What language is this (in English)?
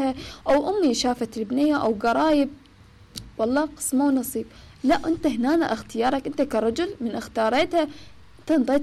Mesopotamian Arabic